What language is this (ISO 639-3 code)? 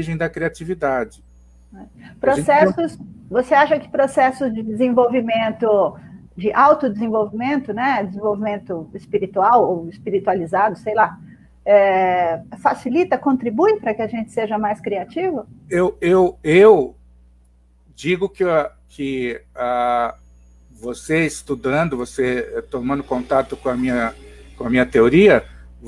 por